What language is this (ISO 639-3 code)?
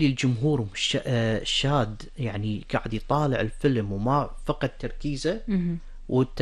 afb